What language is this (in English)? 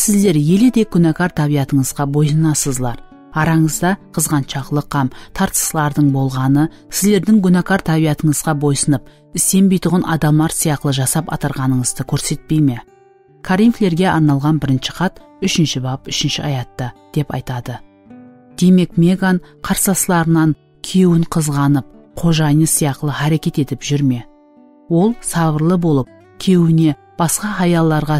Kara-Kalpak